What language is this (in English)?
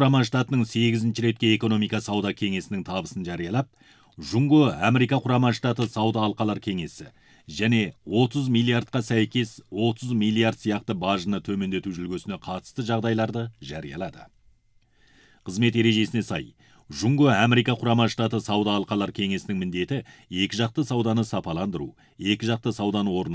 Kazakh